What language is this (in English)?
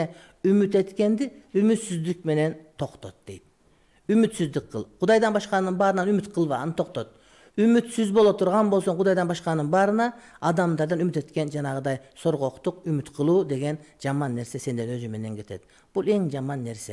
Kyrgyz